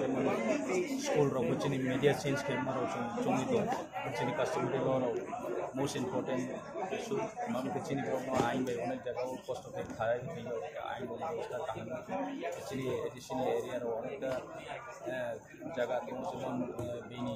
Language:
Kok Borok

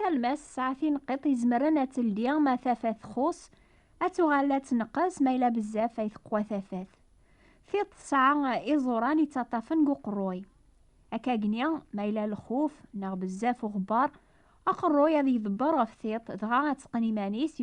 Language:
Kabyle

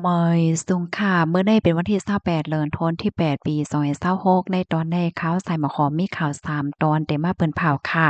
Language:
Shan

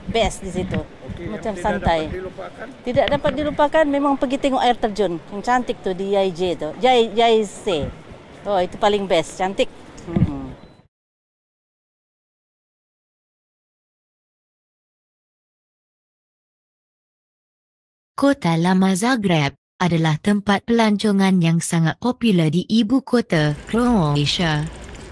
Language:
Malay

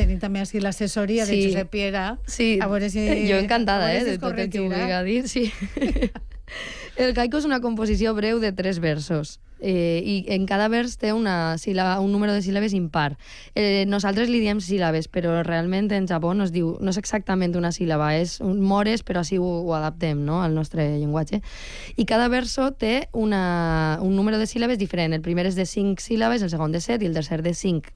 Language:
Catalan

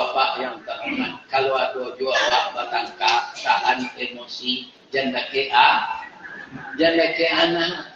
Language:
Minangkabau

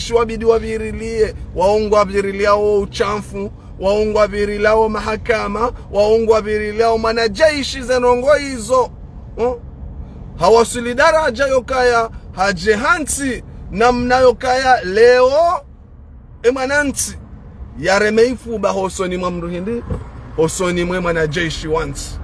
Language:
Ngazidja Comorian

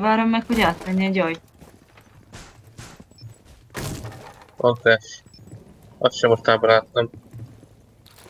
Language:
Hungarian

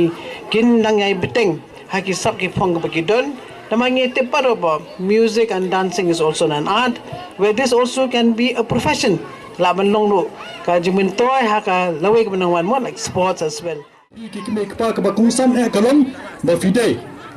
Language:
Khasi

